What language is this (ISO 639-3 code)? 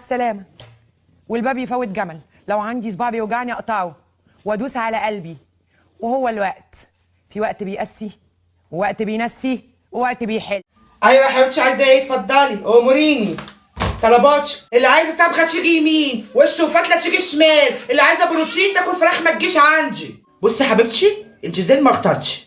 arz